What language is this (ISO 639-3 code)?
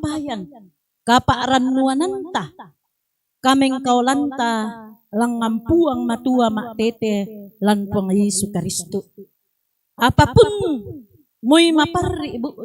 sda